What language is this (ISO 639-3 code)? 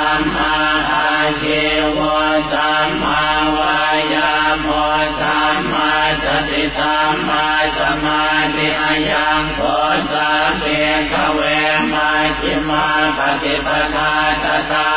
pli